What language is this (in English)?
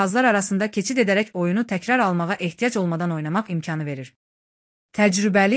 Azerbaijani